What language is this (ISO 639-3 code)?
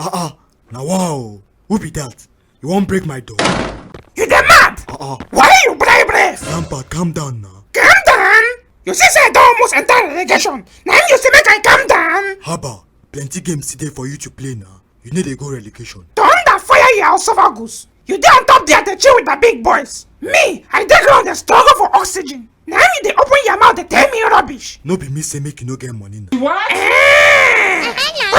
pcm